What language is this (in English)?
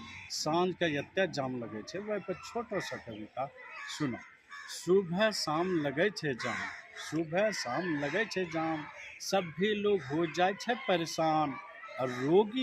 Angika